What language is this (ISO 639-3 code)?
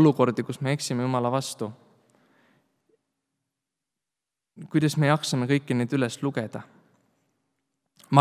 est